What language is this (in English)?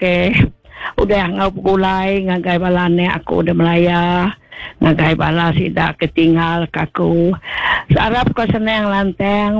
Iban